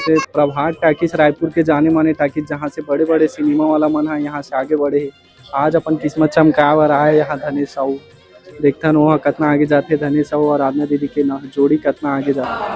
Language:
Chhattisgarhi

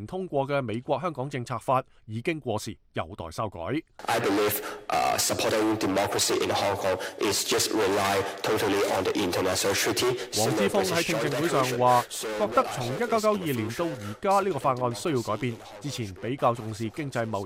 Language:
Cantonese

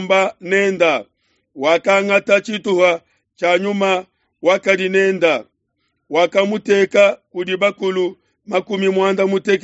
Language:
Luba-Lulua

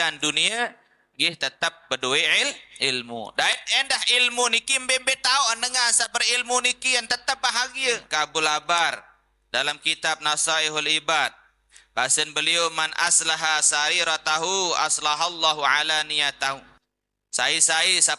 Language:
Sasak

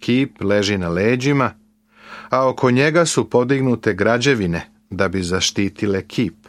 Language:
Serbian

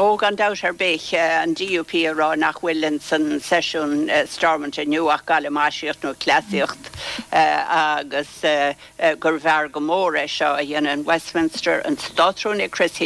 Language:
Irish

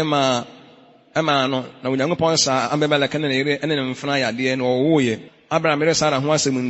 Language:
Akan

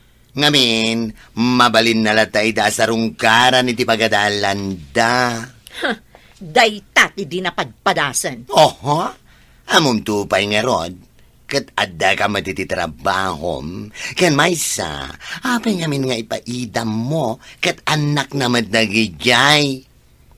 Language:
Iloko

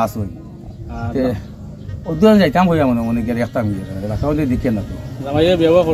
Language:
Sylheti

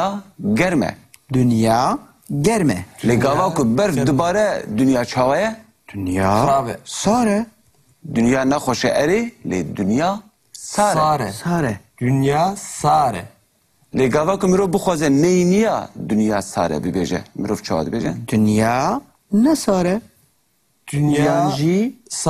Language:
Kurdish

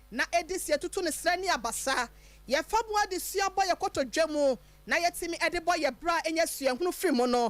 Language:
Akan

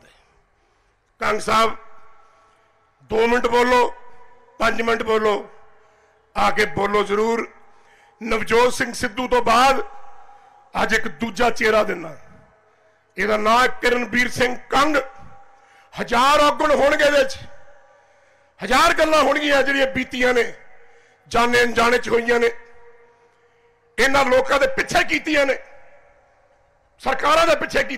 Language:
Punjabi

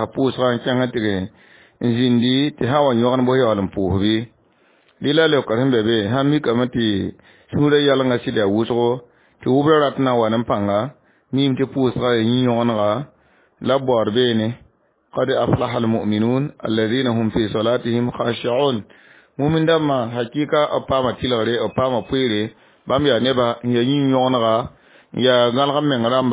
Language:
Mossi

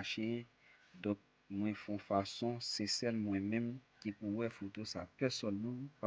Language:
Haitian Creole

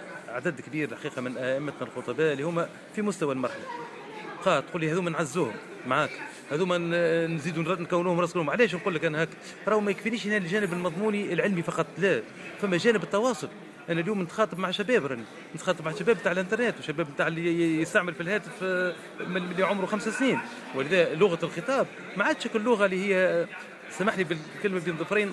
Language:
Tunisian Arabic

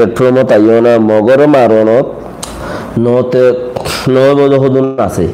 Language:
Rohingya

